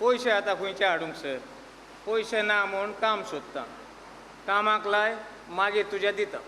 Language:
Konkani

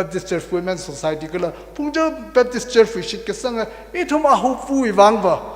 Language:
Tangkhul Naga (India)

